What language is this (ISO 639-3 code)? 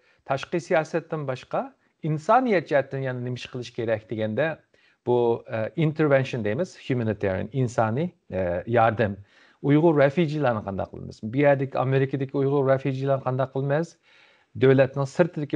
uig